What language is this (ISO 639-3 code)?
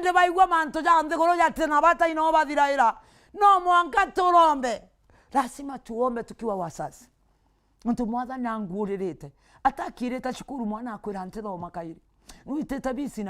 mer